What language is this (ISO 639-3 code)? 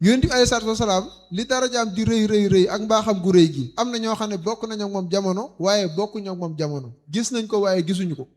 wol